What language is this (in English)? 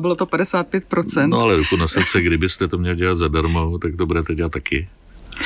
Czech